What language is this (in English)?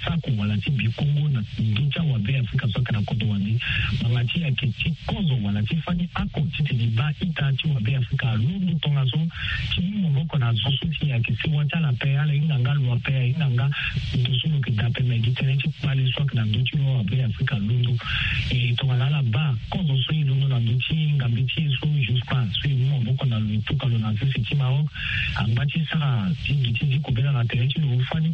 Sango